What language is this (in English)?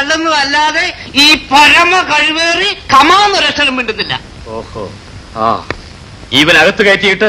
Malayalam